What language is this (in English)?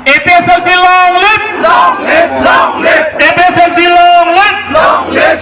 Karbi